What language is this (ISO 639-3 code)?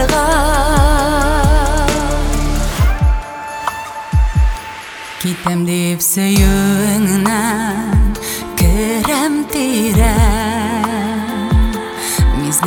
tat